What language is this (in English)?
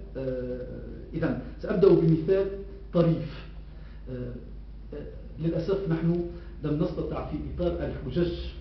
Arabic